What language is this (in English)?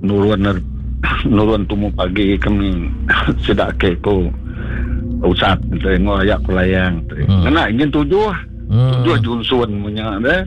Iban